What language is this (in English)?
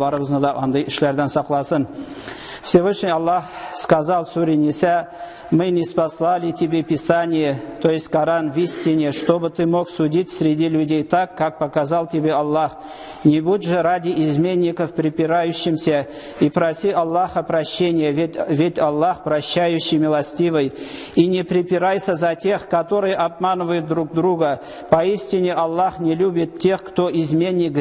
Tatar